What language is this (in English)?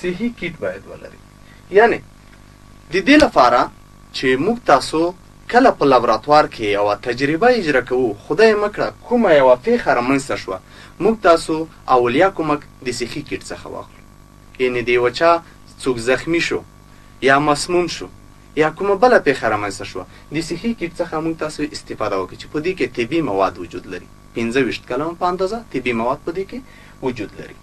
Pashto